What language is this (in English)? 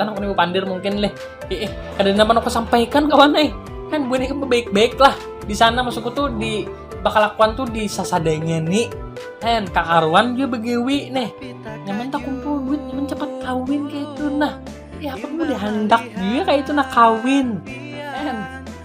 Banjar